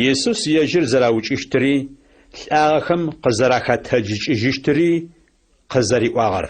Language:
Adyghe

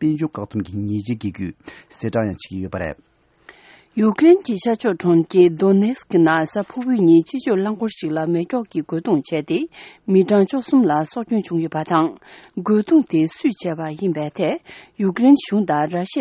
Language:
Tibetan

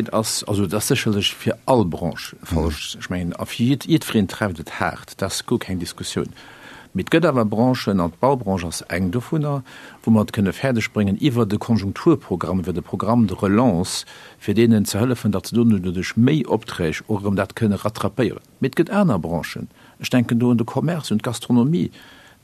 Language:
Luxembourgish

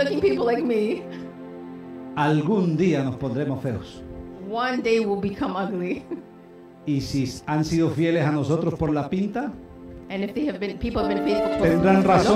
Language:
Spanish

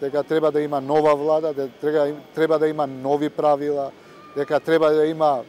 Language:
Macedonian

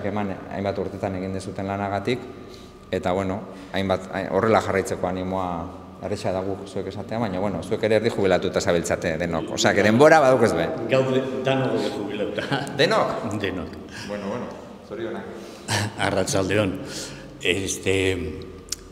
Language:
Basque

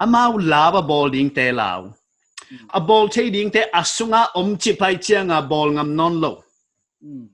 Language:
Paite Chin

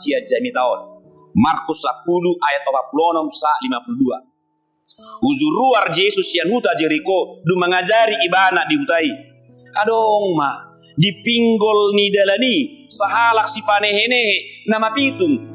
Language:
Batak Toba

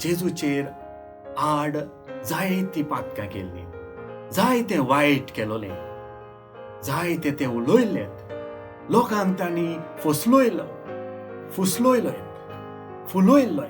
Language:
Konkani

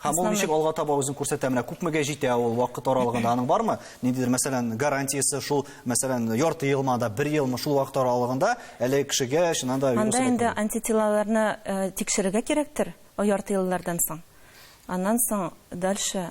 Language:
Tatar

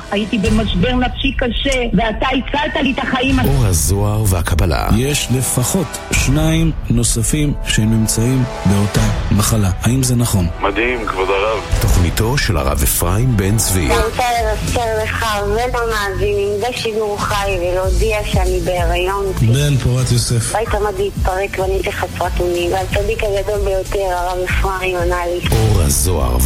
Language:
Hebrew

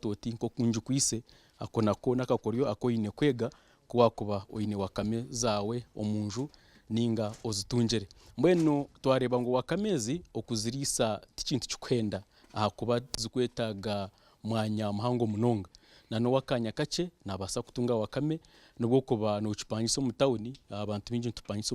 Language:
Nyankole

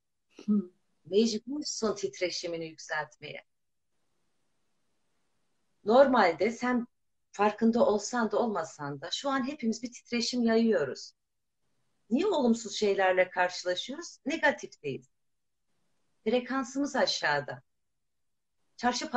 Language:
Turkish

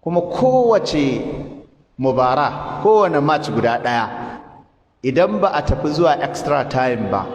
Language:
Hausa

